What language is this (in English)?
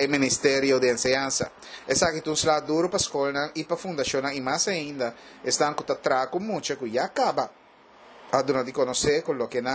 Papiamento